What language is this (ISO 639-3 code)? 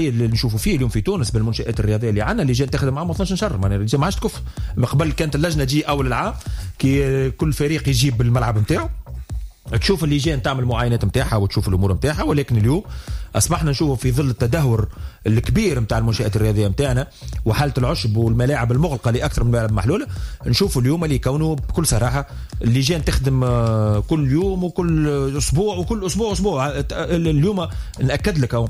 aeb